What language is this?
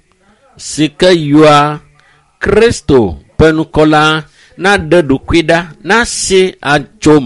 Ewe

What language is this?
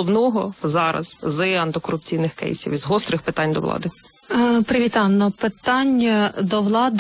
Ukrainian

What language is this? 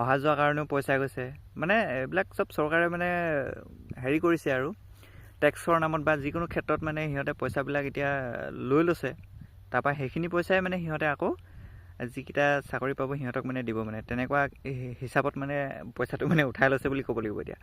Assamese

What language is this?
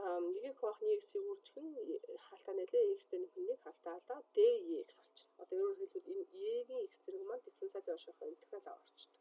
Mongolian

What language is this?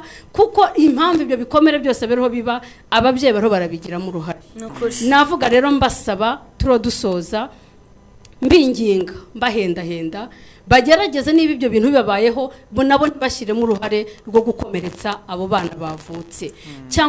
Kinyarwanda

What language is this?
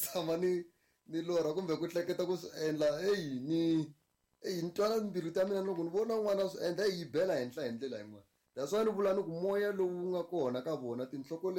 Tsonga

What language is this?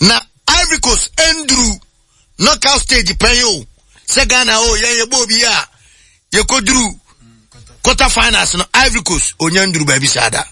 Akan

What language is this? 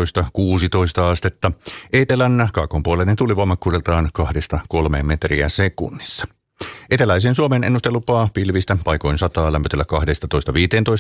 Finnish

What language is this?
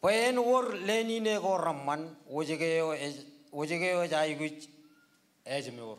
Marshallese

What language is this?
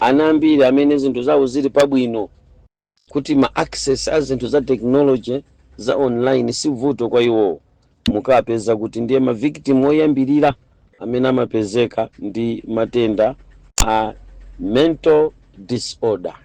Nyanja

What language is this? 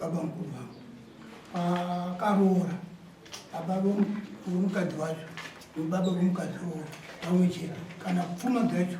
Shona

